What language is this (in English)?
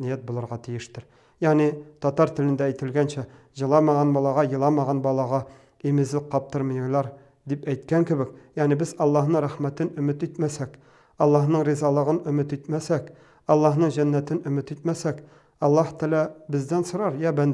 Tatar